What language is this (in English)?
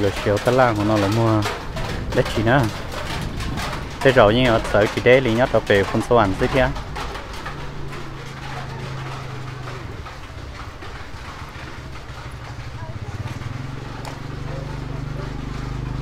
Vietnamese